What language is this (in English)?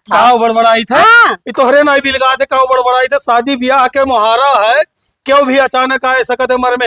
Awadhi